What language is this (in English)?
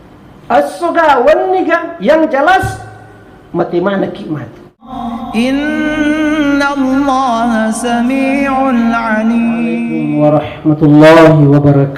Buginese